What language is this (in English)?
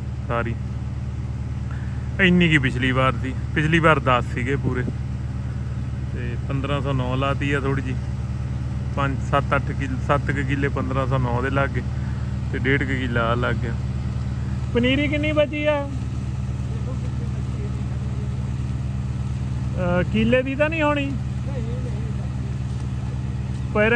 Punjabi